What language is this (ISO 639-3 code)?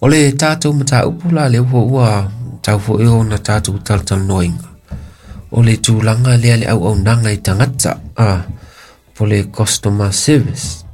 smo